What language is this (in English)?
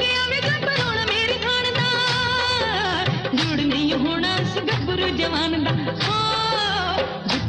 Punjabi